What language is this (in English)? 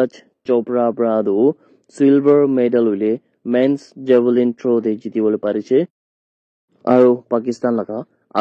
Naga Pidgin